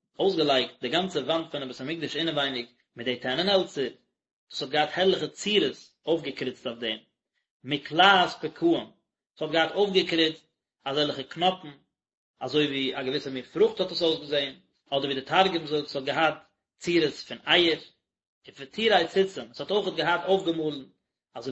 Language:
Yiddish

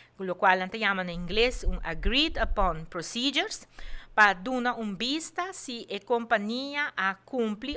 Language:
Papiamento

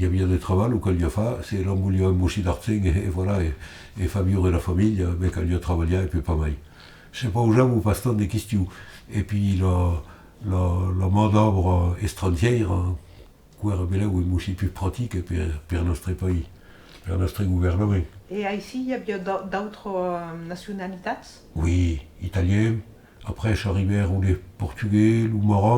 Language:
Occitan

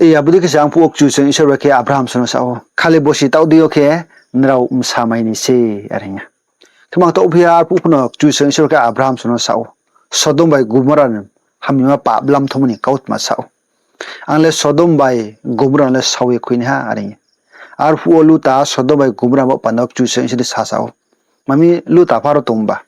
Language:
Riang (India)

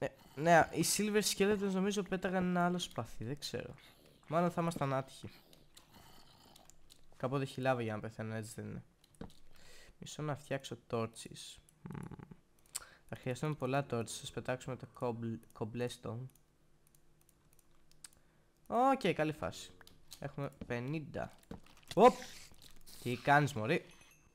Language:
Greek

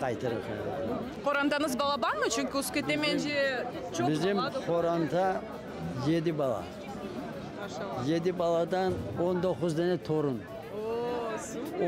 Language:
Crimean Tatar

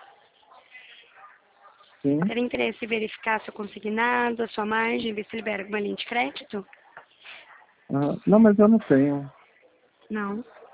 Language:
Portuguese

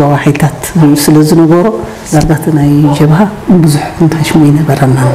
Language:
Tigrinya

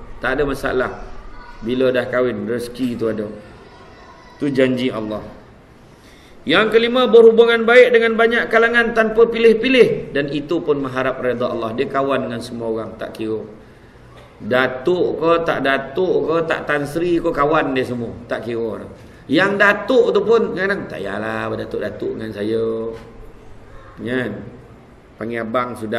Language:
Malay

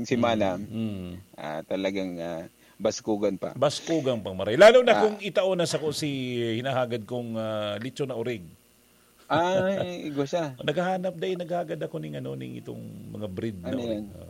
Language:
Bikol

